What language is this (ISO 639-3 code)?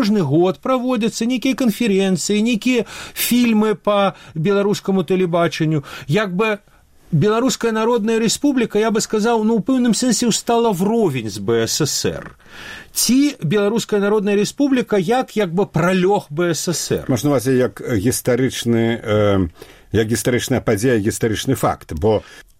bel